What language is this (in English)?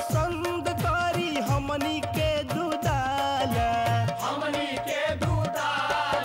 Bhojpuri